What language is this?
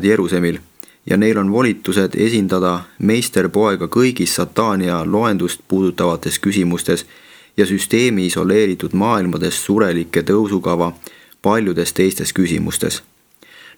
Estonian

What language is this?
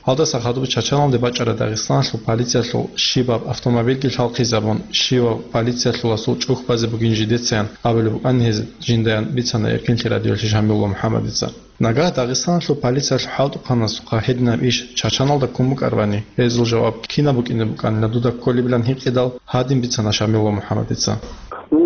Avaric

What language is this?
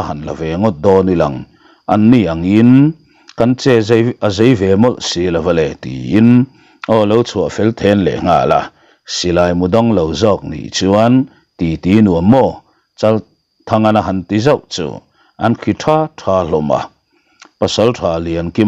Mizo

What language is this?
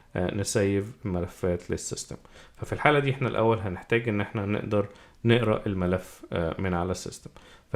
Egyptian Arabic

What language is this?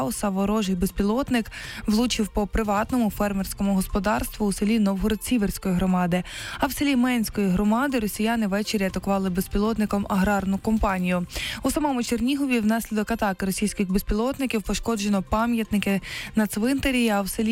Ukrainian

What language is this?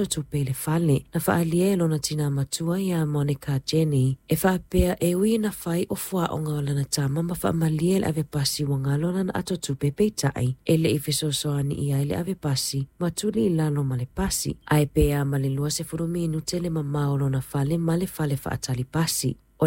Samoan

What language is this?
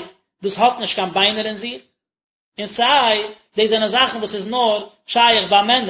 Yiddish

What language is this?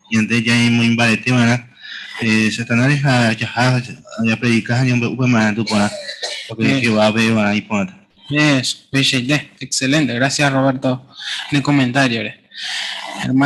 Guarani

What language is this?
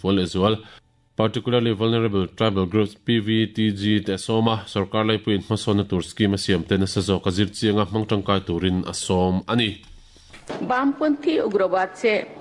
Mizo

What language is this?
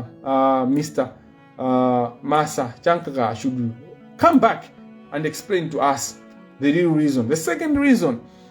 Nyanja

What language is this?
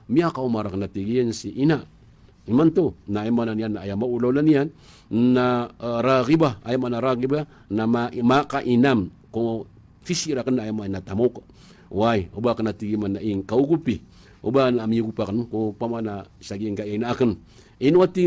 Maranao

